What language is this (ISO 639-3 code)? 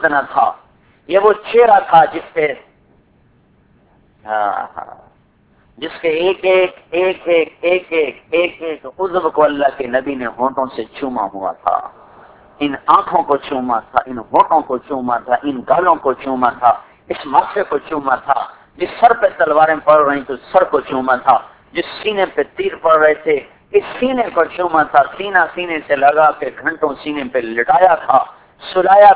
urd